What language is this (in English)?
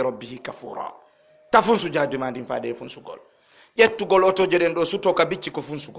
Fula